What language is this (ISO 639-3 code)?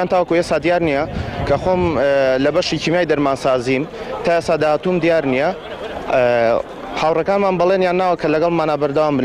ckb